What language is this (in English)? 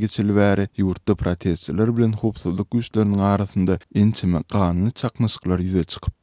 Kyrgyz